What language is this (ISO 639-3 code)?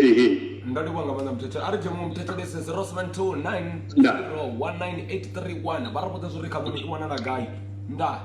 ven